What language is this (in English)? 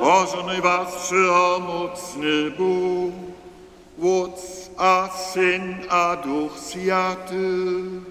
Upper Sorbian